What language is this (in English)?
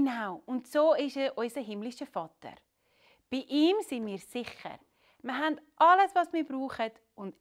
Swiss German